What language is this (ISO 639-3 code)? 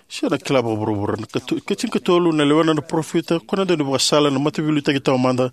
fij